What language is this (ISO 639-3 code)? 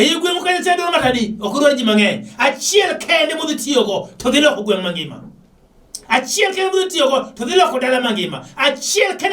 luo